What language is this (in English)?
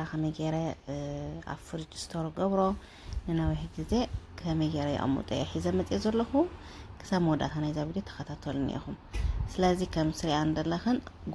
Tigrinya